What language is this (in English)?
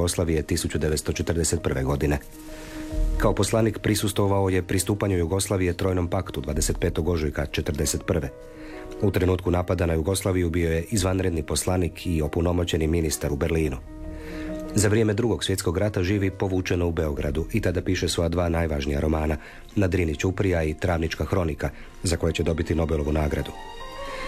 Croatian